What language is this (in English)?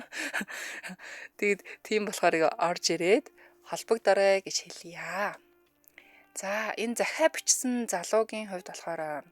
Mongolian